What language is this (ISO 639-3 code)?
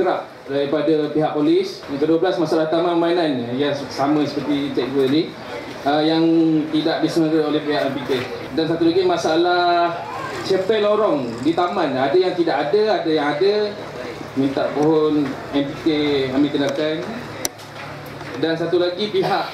msa